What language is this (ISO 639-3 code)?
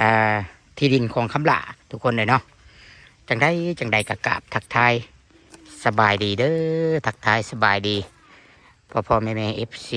tts